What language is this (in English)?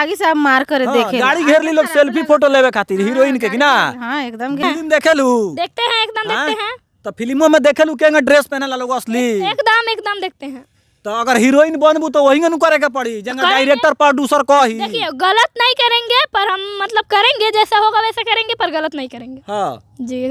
Bhojpuri